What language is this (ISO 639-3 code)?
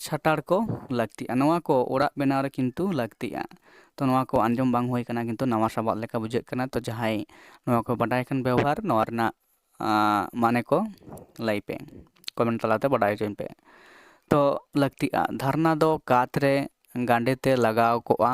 sat